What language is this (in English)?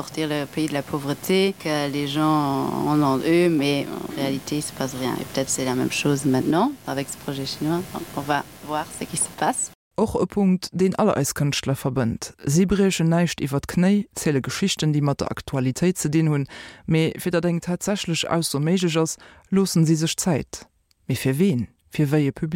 Luxembourgish